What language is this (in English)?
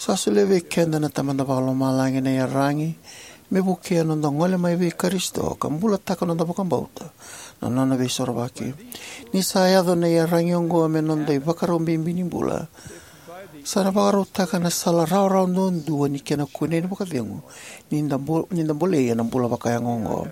Fijian